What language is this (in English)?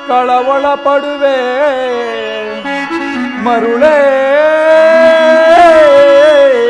Kannada